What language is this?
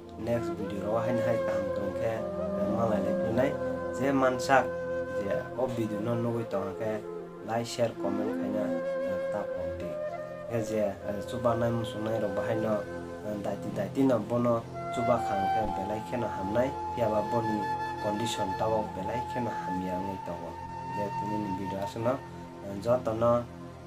Kok Borok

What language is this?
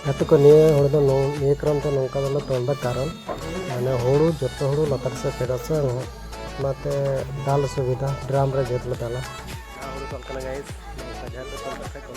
Santali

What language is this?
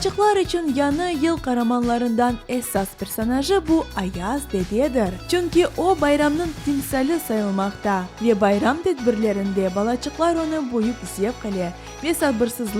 Crimean Tatar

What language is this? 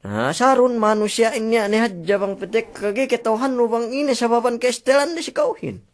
Yakan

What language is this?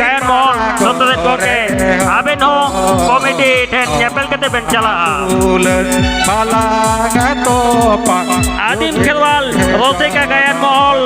Santali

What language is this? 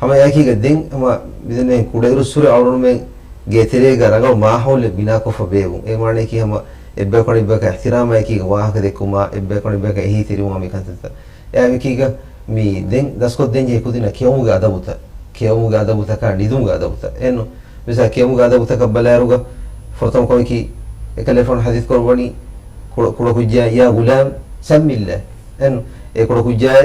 Divehi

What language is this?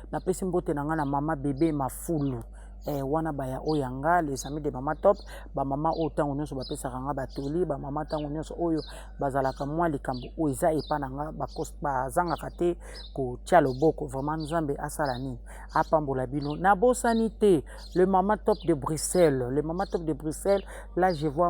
Lingala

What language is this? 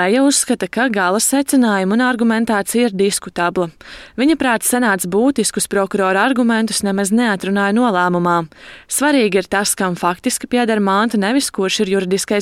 Latvian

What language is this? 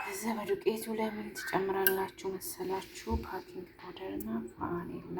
Amharic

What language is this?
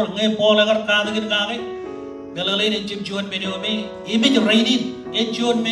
Marshallese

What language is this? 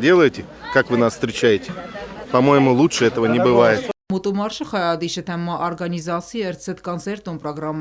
Ossetic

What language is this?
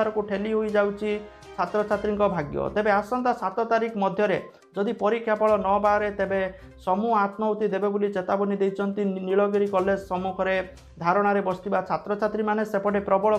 Odia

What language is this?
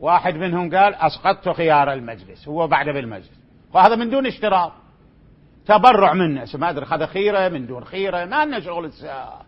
Mesopotamian Arabic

